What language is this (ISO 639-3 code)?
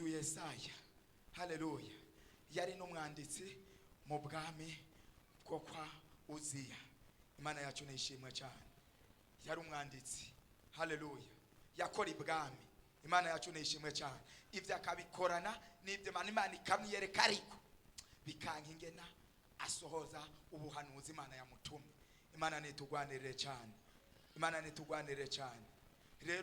run